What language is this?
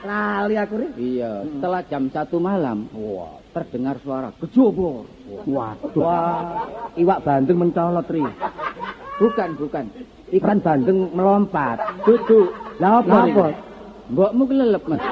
Javanese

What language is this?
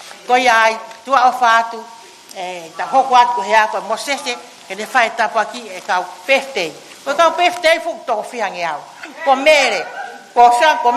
Tongan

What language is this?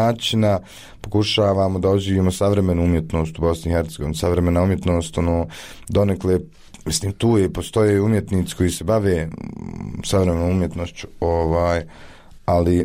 Bosnian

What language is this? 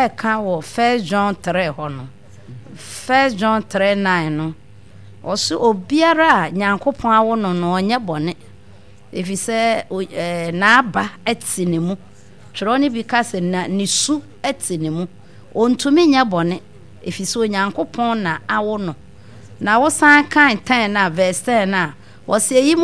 Akan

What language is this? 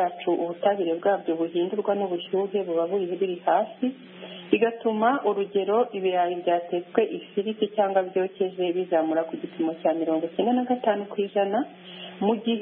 Kinyarwanda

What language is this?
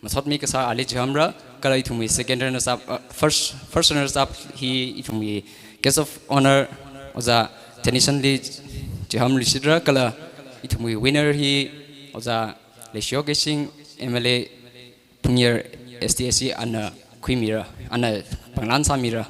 Tangkhul Naga (India)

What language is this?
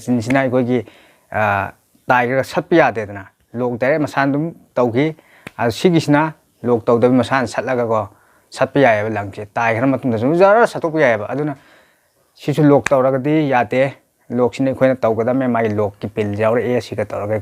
Manipuri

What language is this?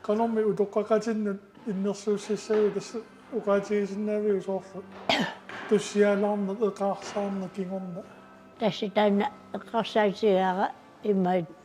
Kalaallisut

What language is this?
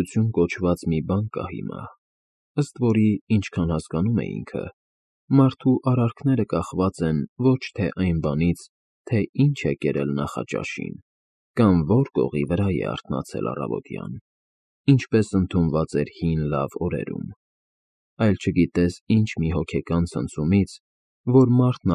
Armenian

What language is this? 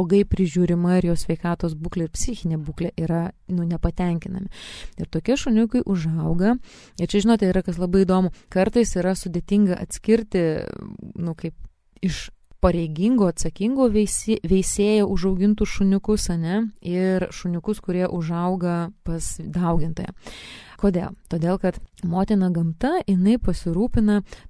Lithuanian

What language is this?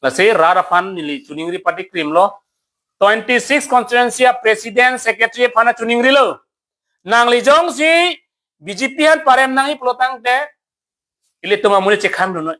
Karbi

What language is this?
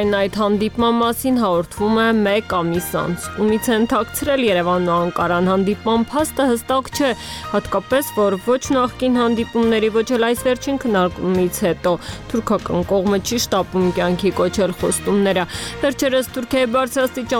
Armenian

